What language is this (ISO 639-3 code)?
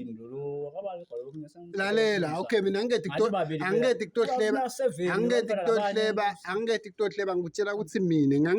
zul